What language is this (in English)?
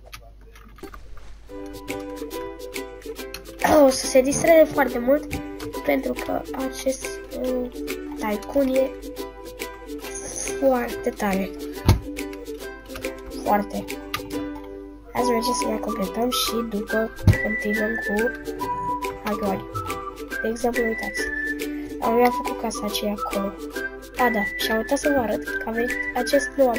Romanian